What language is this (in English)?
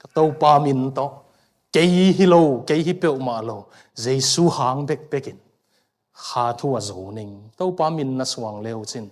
Tedim Chin